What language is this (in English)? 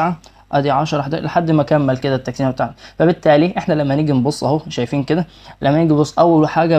Egyptian Arabic